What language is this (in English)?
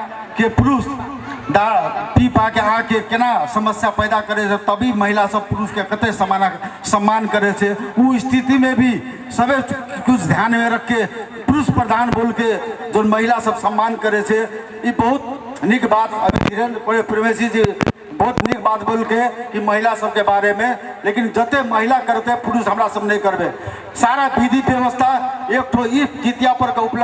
Maithili